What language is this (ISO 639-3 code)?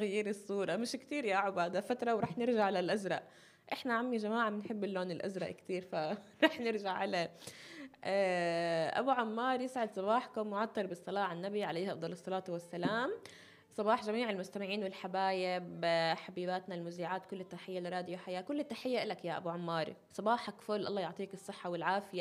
apc